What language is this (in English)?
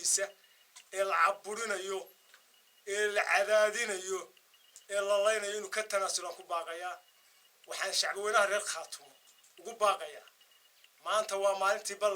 Somali